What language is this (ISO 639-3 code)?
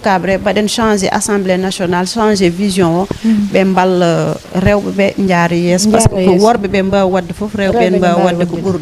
ful